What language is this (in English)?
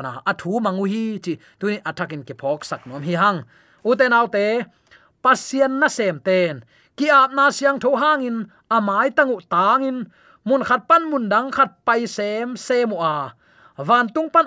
Tedim Chin